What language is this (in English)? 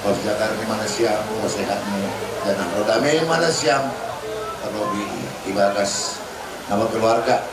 Batak Simalungun